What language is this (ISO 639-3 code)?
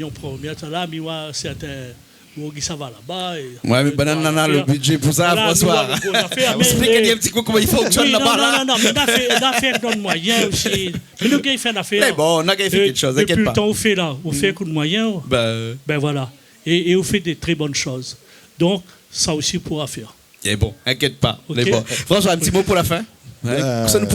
rcf